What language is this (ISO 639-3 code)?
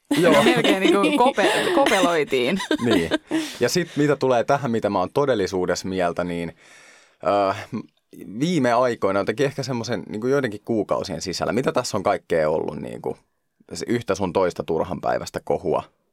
fin